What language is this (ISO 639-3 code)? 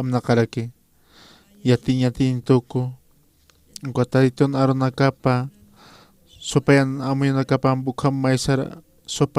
aym